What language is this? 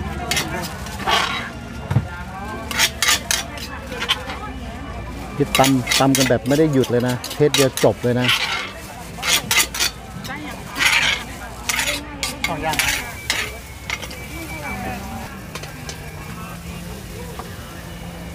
Thai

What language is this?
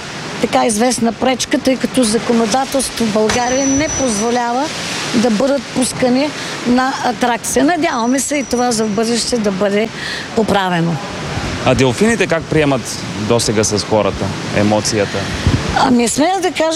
Bulgarian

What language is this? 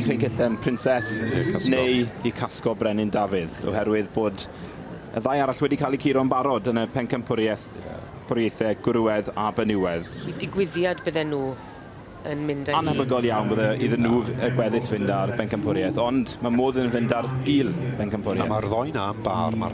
Welsh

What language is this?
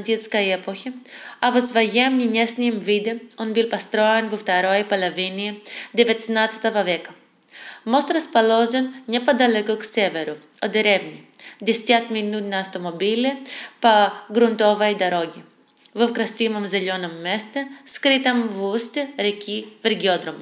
Russian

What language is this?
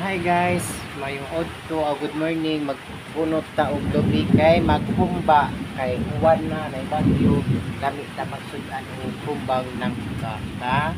Cebuano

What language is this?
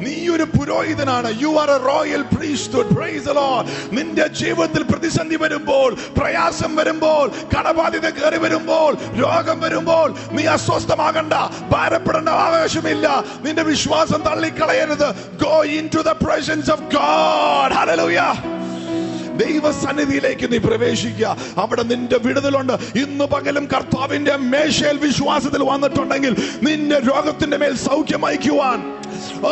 Malayalam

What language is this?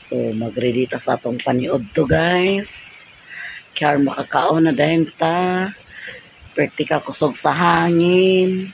Cebuano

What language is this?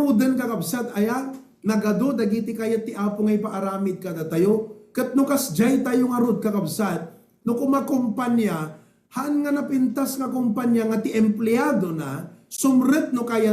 Iloko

